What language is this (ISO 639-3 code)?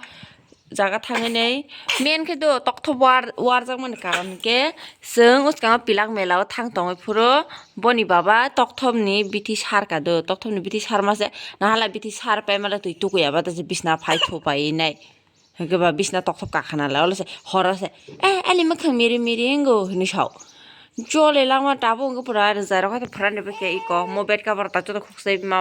trp